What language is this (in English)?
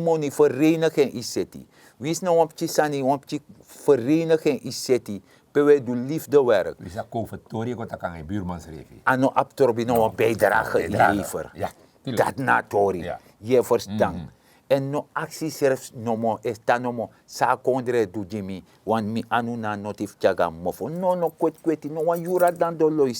Sranan Tongo